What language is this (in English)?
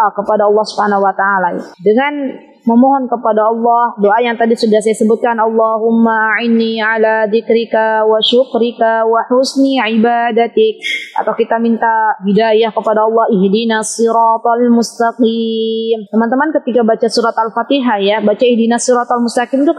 Indonesian